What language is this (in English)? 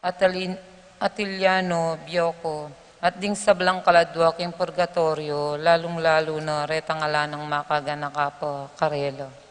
Pampanga